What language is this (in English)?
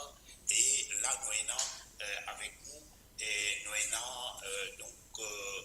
Morisyen